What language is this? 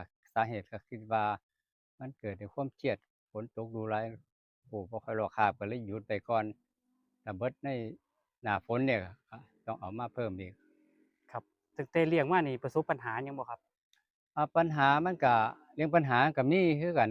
Northeastern Thai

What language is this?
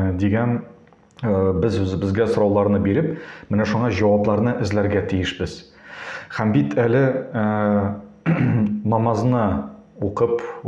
Tatar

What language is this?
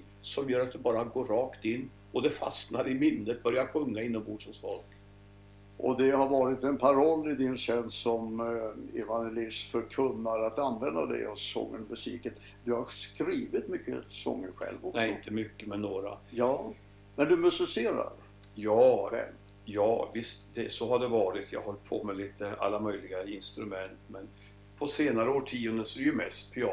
Swedish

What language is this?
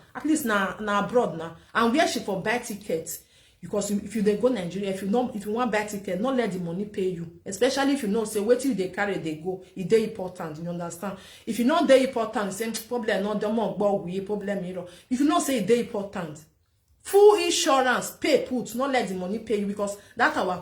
Nigerian Pidgin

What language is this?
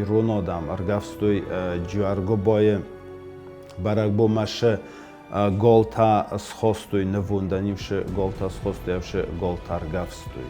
Ossetic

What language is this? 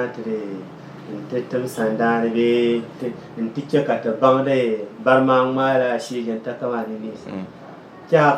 Dagbani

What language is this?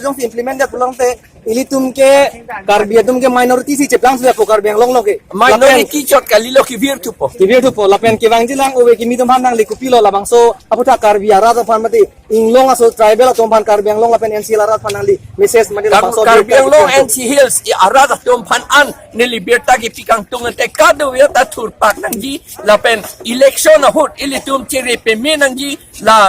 Karbi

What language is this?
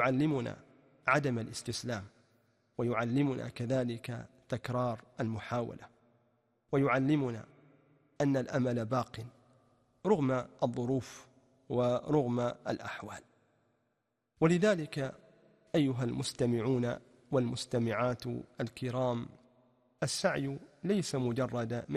Arabic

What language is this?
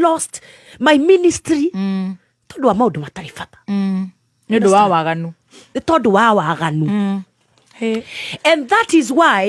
Kikuyu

